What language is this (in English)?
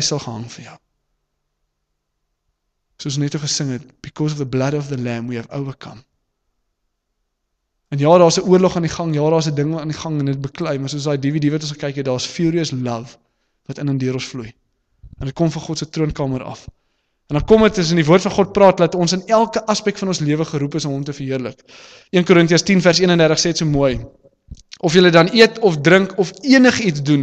Afrikaans